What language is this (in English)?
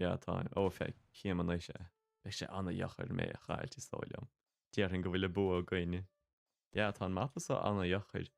Irish